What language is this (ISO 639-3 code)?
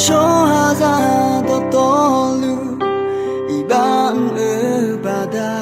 ahk